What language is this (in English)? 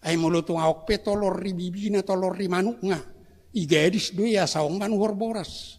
Batak Toba